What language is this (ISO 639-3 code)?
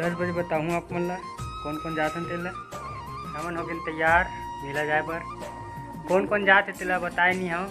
hne